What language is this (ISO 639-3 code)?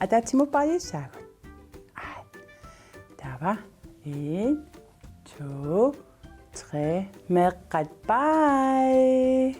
kal